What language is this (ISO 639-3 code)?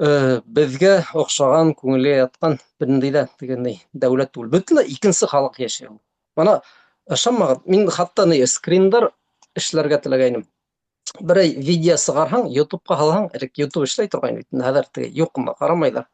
bak